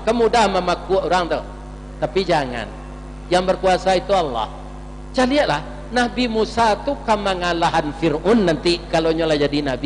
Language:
Minangkabau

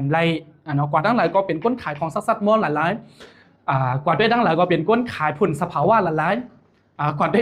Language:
Shan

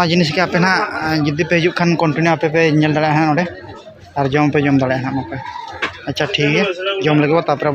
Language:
Santali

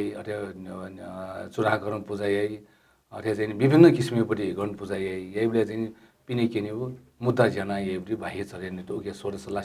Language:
Newari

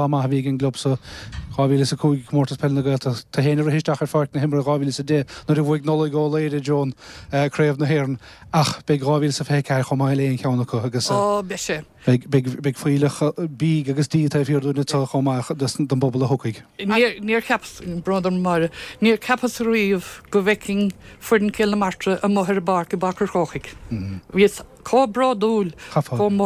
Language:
Irish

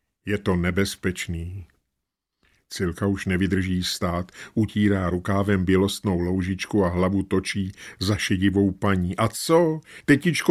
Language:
Czech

